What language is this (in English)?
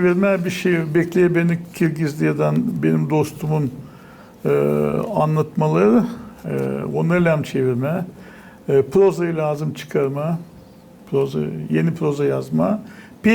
Gagauz